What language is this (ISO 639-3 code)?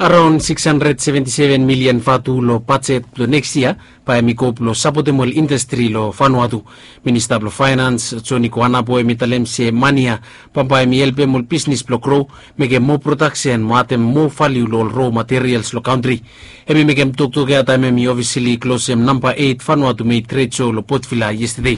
bis